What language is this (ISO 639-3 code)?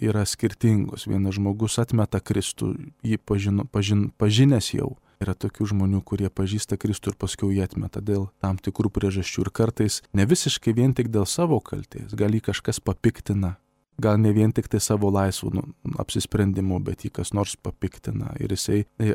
lit